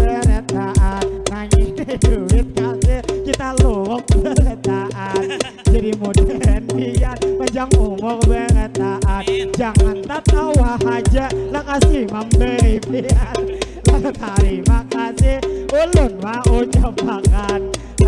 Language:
Banjar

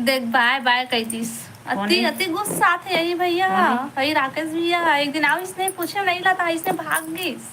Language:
Chhattisgarhi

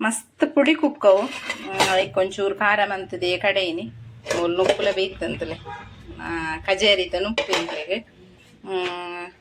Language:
Tulu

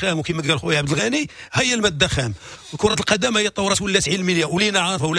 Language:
Moroccan Arabic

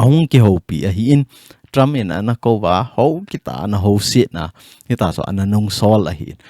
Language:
Thado Chin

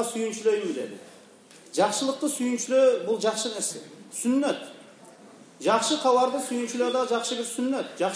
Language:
Kyrgyz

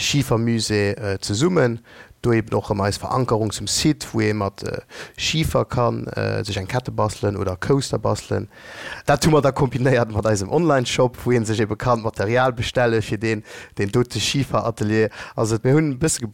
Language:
Luxembourgish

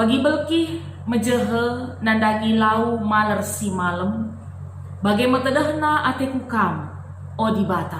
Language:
Batak Karo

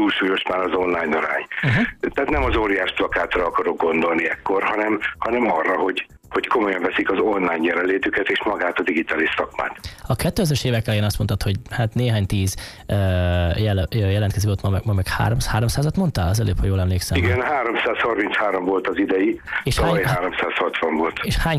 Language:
Hungarian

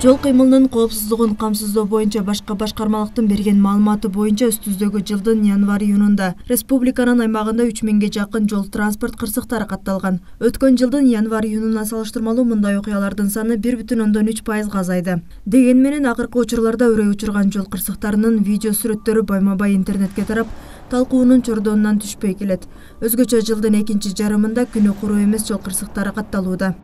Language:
Kyrgyz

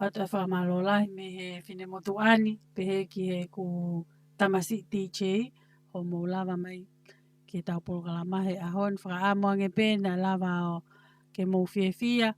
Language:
Tongan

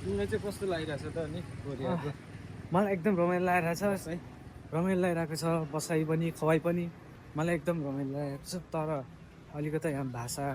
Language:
Nepali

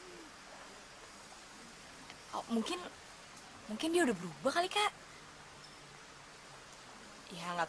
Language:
Indonesian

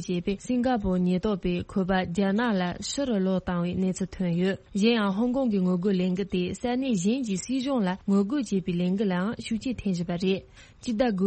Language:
Tibetan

